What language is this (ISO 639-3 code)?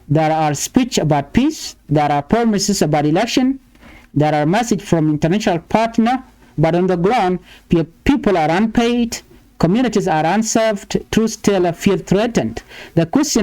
nus